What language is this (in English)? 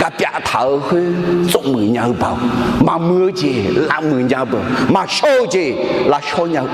Akha